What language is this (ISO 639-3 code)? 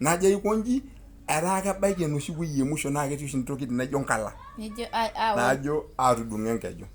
mas